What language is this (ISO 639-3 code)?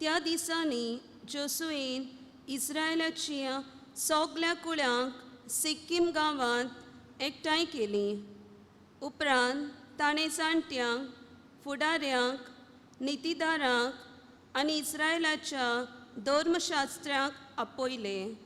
kok